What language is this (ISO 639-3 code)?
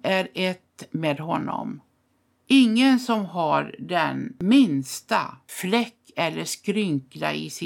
swe